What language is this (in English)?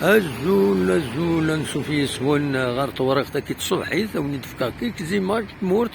Kabyle